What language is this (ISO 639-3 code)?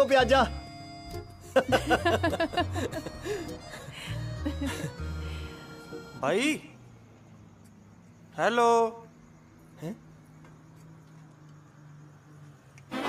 pan